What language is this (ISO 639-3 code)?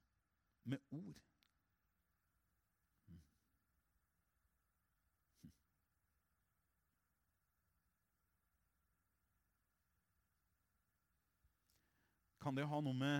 nor